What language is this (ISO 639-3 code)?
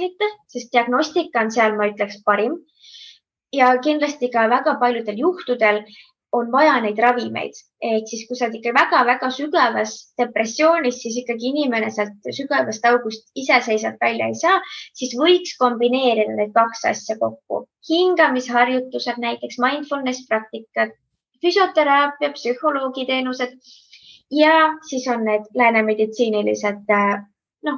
est